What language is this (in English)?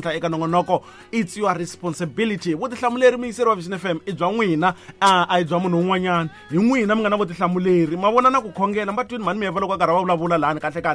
Tsonga